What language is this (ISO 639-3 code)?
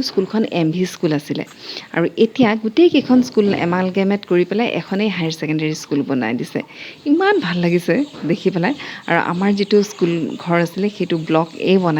asm